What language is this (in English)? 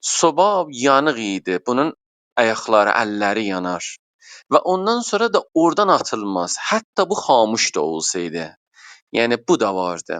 South Azerbaijani